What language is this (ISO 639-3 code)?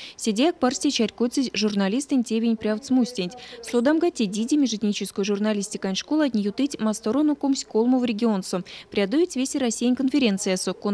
myv